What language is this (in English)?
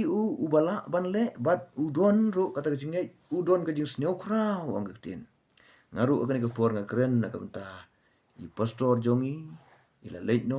Khasi